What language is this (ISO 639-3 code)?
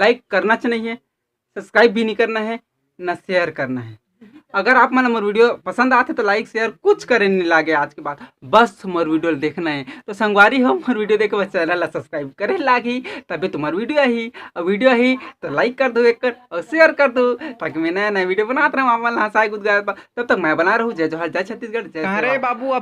hne